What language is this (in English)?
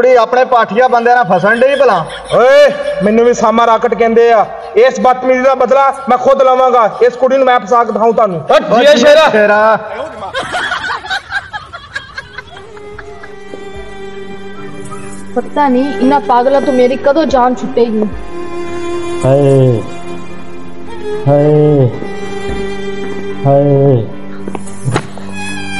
Punjabi